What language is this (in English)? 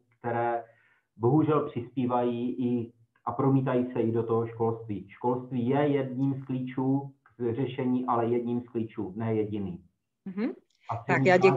Czech